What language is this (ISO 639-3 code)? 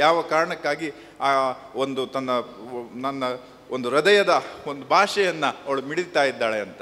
kan